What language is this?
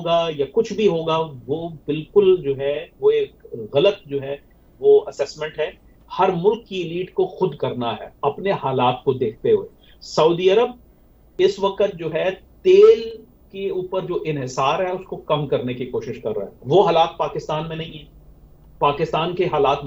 Urdu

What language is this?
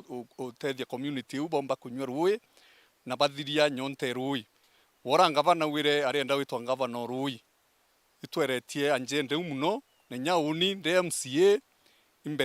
Meru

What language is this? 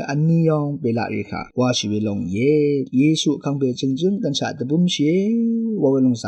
Rawang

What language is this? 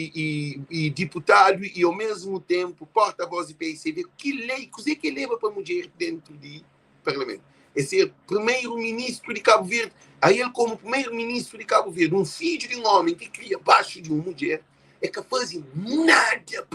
Kabuverdianu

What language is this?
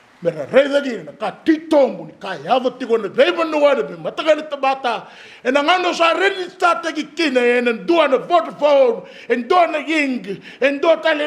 Fijian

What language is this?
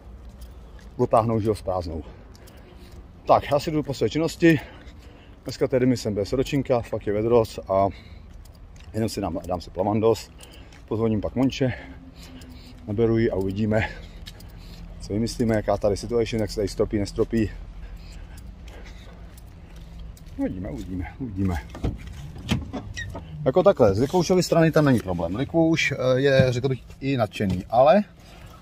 Czech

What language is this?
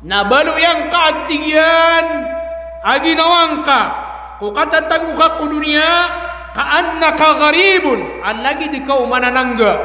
Maranao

